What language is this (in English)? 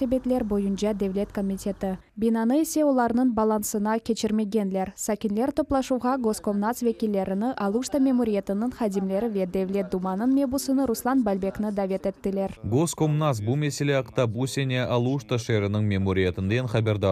Crimean Tatar